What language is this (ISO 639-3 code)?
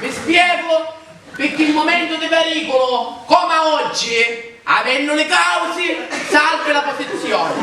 scn